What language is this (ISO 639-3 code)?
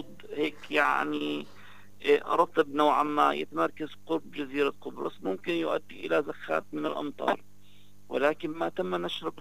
apc